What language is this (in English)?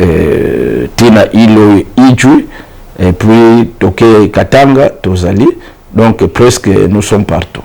Lingala